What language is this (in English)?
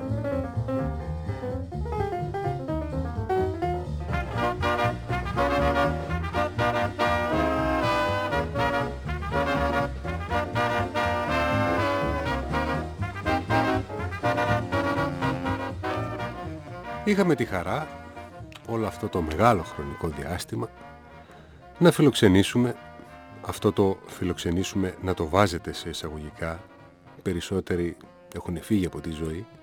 Greek